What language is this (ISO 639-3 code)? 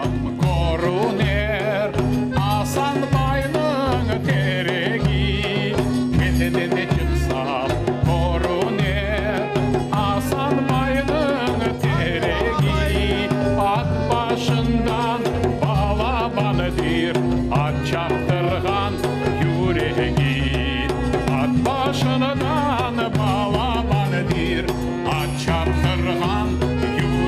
crh